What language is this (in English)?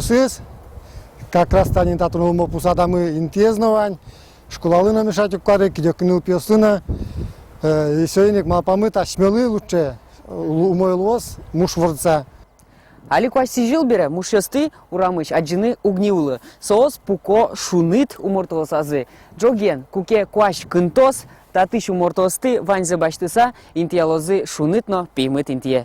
Udmurt